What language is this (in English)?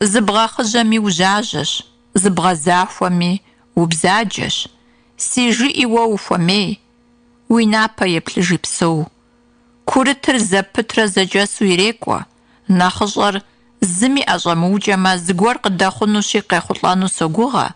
Kabardian